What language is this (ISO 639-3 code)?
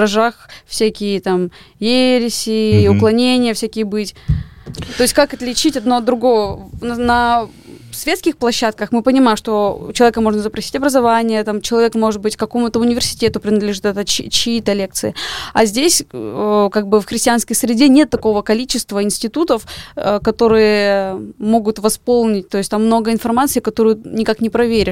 rus